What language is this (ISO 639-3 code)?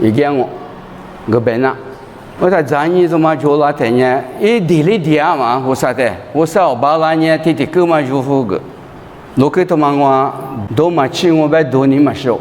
lis